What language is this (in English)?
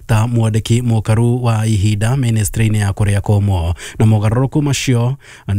Kikuyu